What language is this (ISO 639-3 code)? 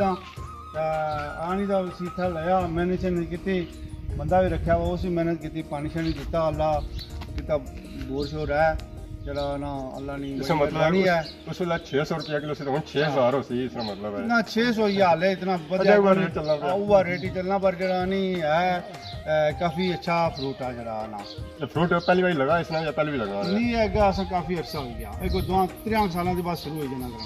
phr